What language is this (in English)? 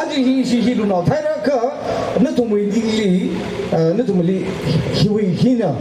Tangkhul Naga (India)